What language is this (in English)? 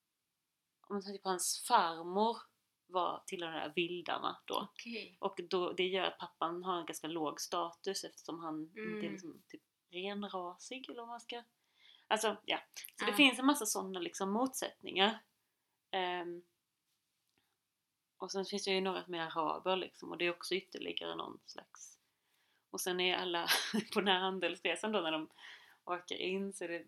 Swedish